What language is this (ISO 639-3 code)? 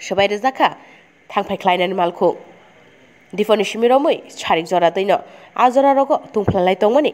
trp